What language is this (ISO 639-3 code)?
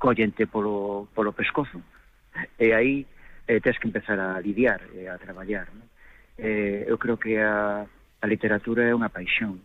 glg